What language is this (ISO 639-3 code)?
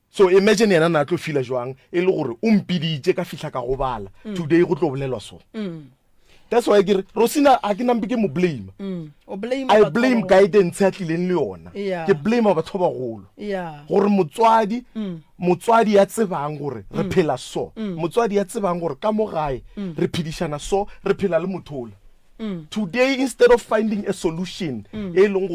nso